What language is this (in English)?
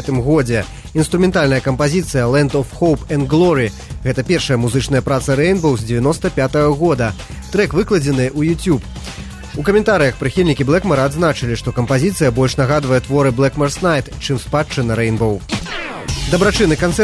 Belarusian